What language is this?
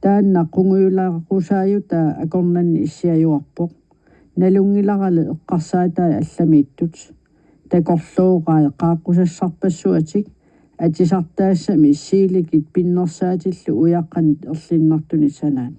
Kalaallisut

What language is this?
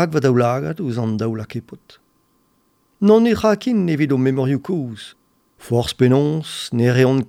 Breton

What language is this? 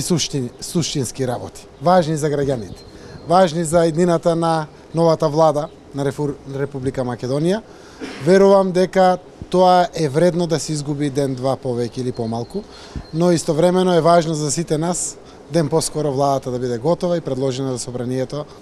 Macedonian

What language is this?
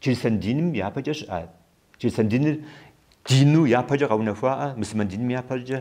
Kabardian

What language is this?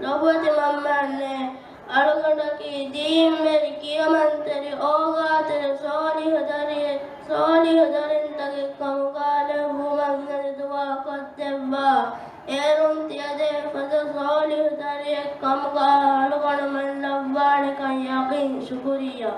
Divehi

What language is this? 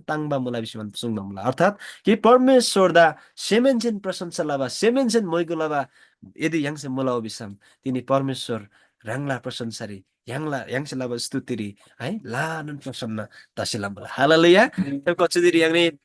Eastern Tamang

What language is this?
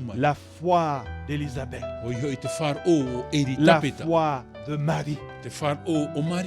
Tahitian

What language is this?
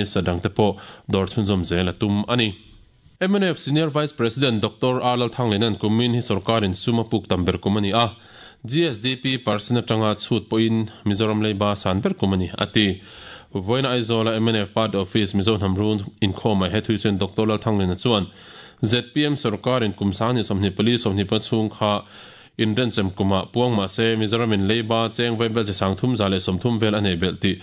Mizo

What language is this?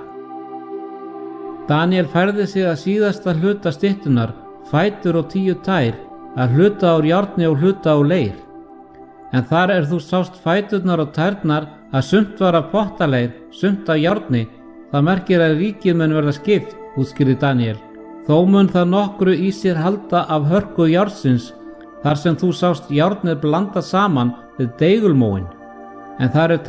Icelandic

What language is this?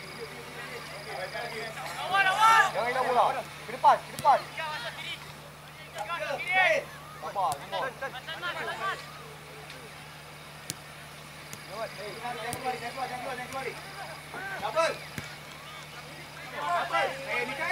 Malay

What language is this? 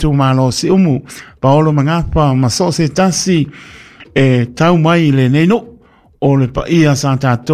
Samoan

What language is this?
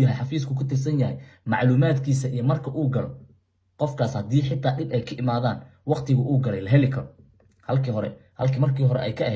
Somali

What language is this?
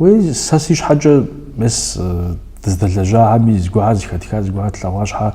Kabardian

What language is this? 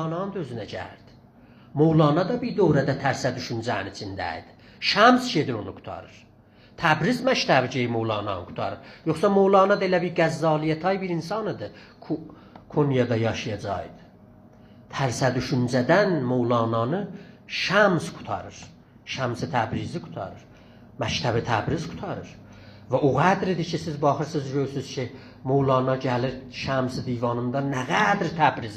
South Azerbaijani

